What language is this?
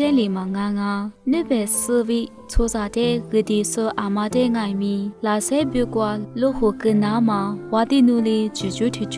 Lisu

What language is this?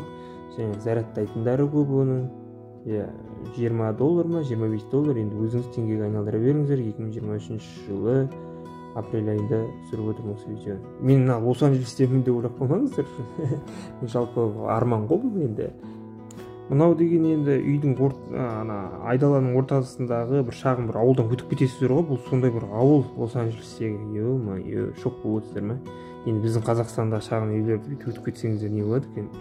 Kazakh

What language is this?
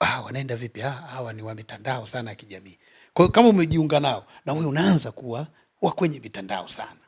Swahili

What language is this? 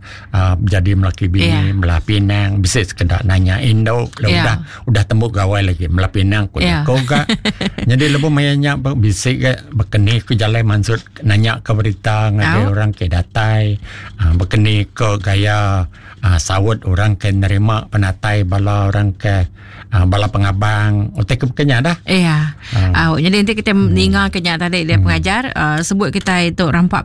Iban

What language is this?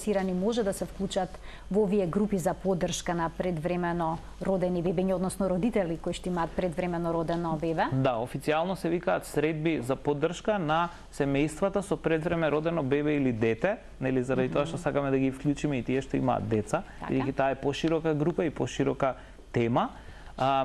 Macedonian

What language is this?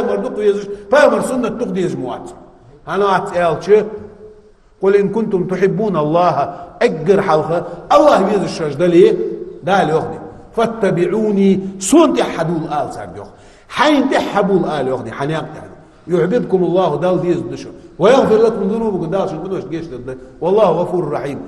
Ingush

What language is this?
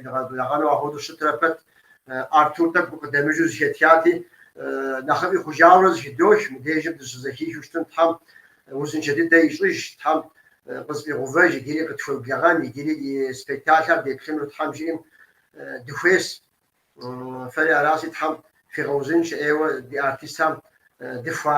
Kabardian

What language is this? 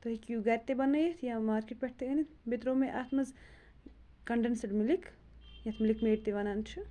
Kashmiri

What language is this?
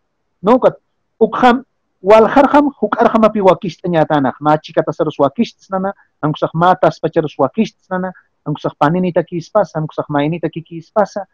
Aymara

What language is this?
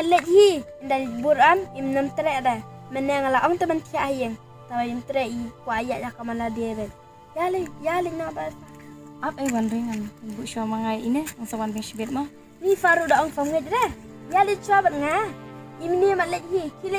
Khasi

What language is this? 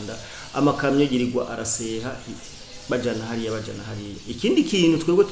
Rundi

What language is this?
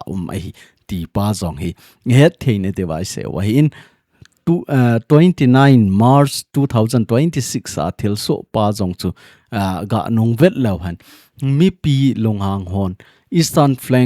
Thado Chin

